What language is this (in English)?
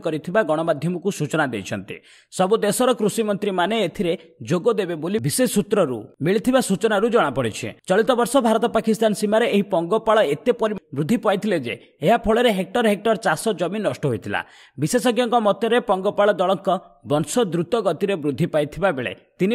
Odia